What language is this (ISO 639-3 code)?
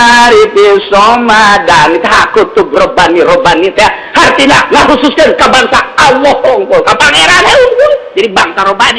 sun